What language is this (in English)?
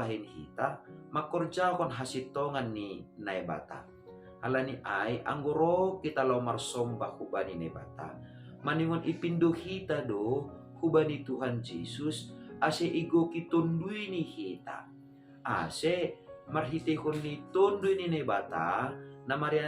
Batak Simalungun